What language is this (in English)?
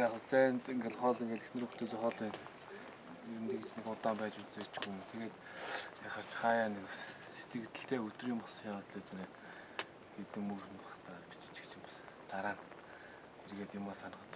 Mongolian